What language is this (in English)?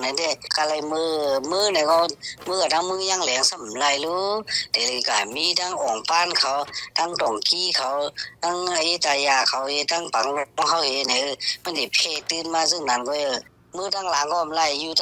Shan